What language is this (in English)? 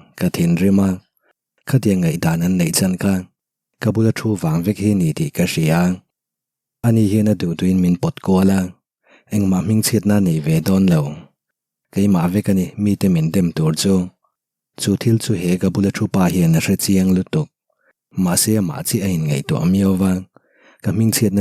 Mizo